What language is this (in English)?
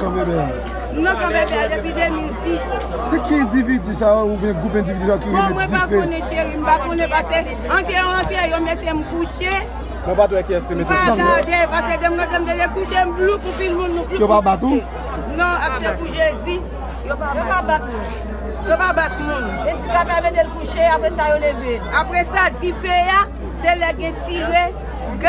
Haitian Creole